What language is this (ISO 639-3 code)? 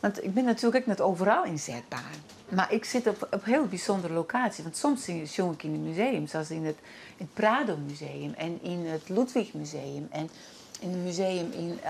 fry